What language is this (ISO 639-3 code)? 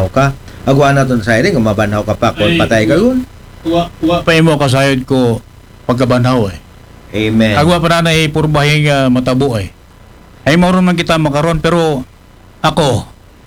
akl